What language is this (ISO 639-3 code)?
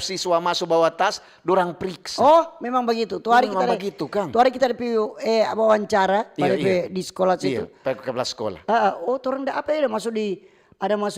xmm